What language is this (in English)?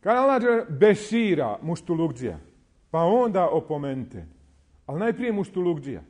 Bosnian